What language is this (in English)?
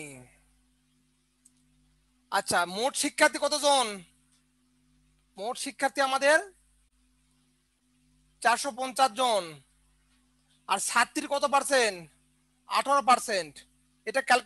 Bangla